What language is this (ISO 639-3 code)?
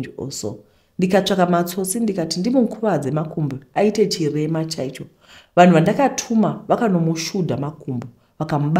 sna